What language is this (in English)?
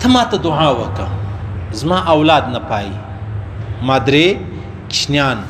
Pashto